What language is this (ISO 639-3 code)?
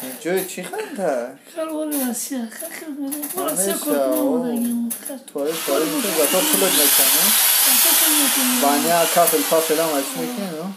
tgk